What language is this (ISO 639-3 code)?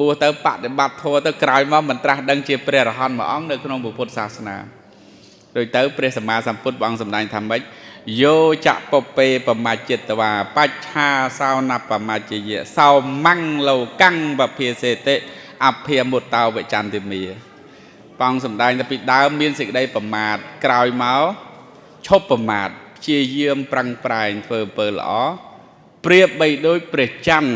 khm